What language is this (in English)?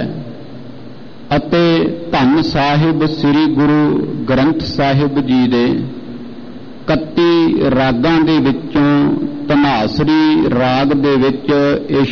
Punjabi